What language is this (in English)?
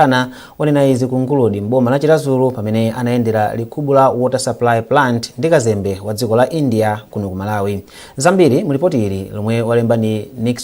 Nyanja